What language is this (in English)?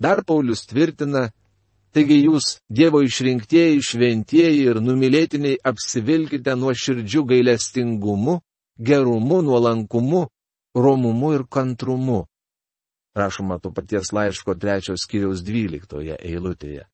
Lithuanian